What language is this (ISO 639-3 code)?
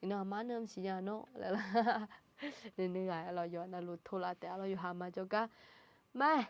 ahk